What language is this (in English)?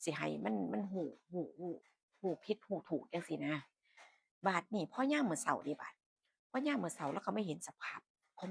Northeastern Thai